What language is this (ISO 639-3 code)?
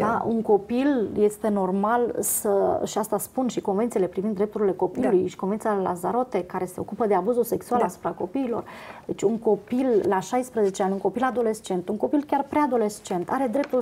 ron